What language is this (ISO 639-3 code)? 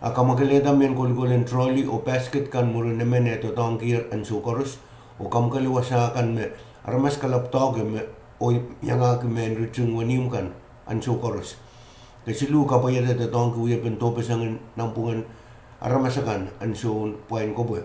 pon